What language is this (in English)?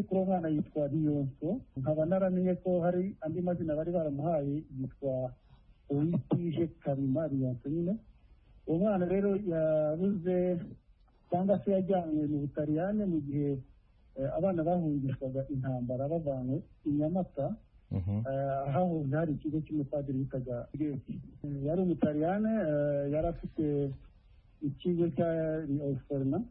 Kinyarwanda